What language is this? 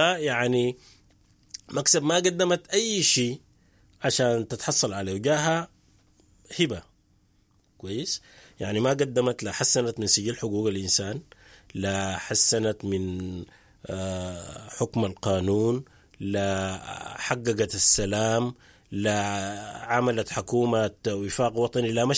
Sudanese Arabic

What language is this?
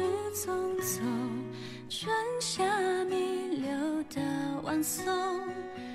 Chinese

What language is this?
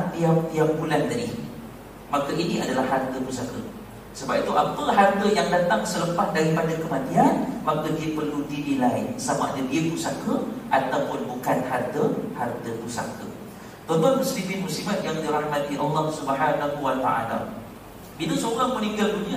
Malay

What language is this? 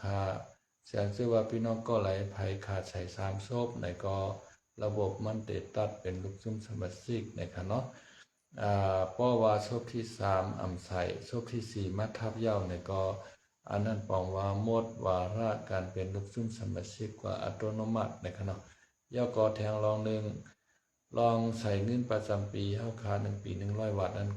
Shan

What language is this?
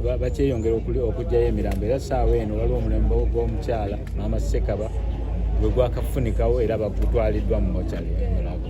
Ganda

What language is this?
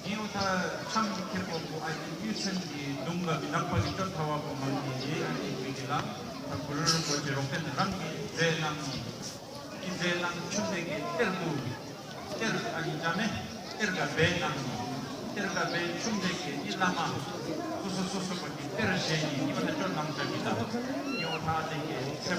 Tibetan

